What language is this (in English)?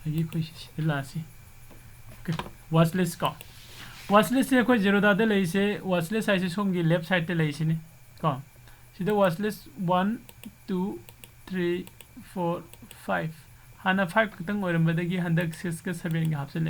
Manipuri